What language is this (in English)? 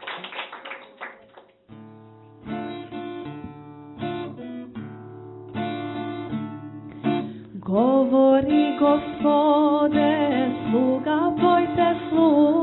Serbian